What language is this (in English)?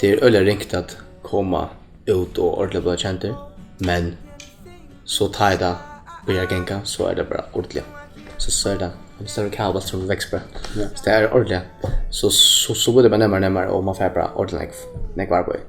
Faroese